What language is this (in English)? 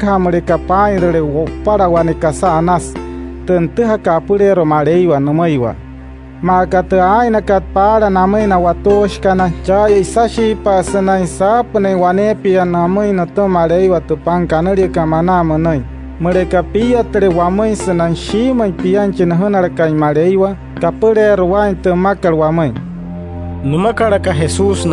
Wayuu